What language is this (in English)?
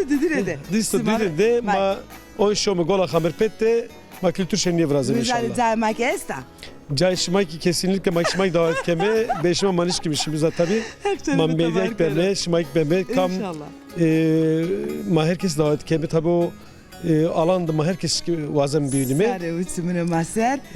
Zaza